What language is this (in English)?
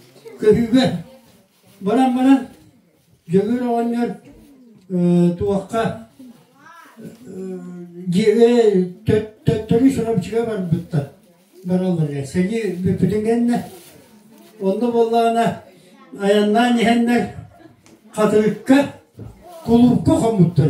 Yakut